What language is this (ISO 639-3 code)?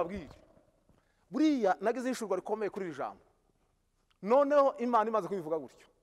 kin